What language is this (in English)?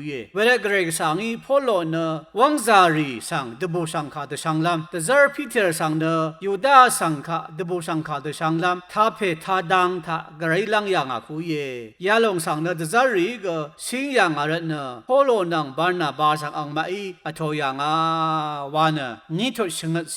Rawang